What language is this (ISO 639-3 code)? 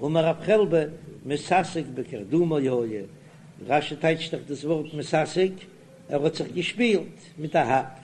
yid